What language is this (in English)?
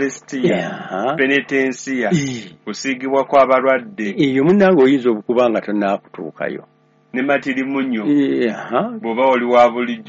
Ganda